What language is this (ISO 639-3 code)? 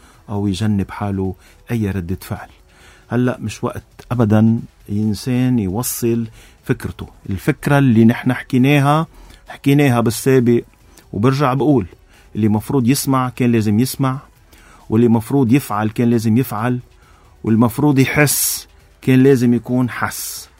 apc